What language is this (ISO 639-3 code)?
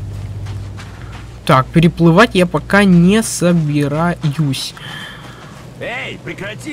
rus